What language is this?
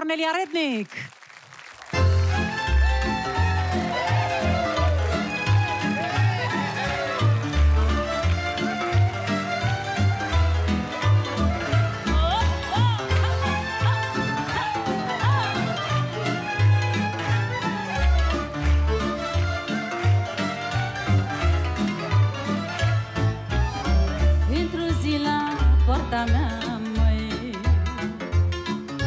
Romanian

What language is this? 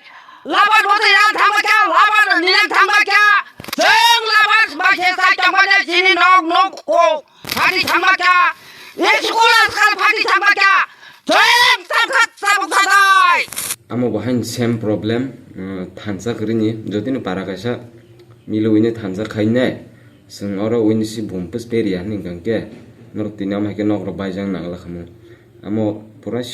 Kok Borok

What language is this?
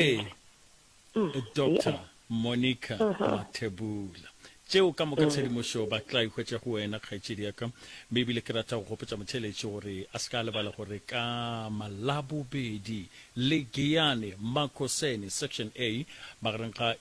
Northern Sotho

